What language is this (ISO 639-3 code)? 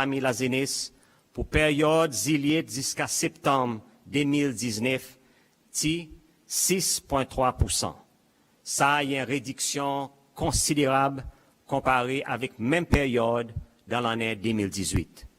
crs